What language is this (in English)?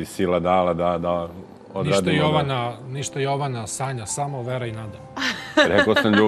Serbian